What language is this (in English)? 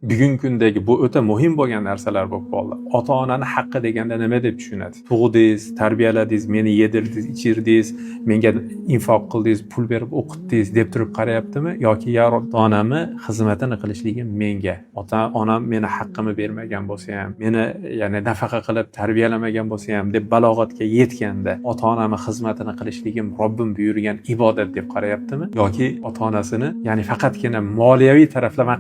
Uzbek